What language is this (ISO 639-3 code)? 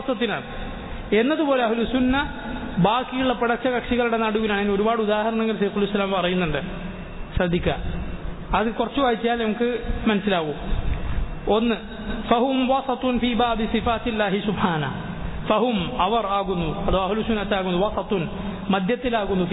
mal